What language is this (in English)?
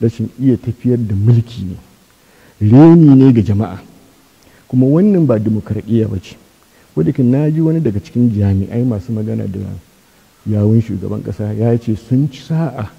Hausa